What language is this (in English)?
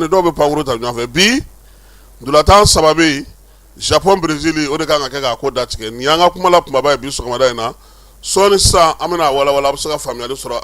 Bambara